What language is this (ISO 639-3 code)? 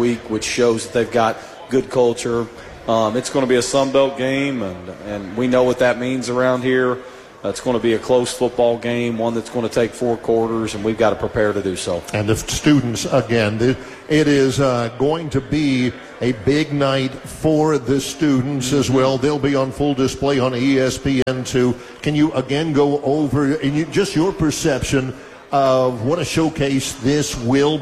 eng